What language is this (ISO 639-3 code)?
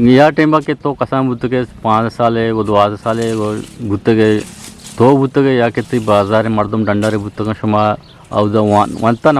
bgp